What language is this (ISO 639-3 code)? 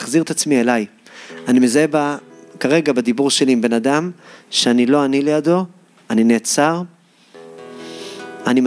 heb